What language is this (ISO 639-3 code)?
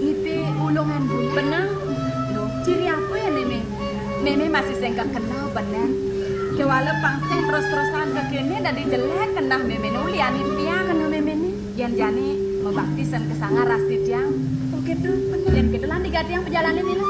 ban